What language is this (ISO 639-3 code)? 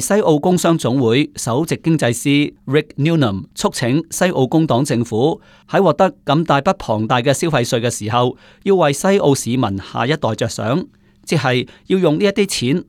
yue